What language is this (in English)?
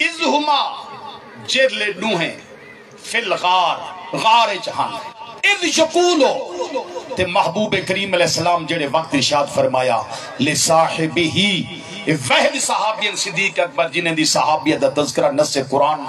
Saraiki